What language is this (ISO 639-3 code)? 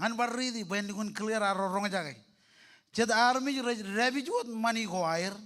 mah